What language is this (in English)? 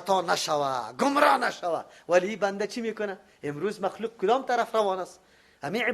Persian